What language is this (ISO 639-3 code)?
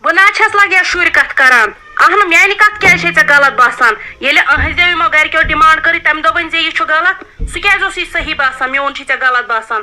kas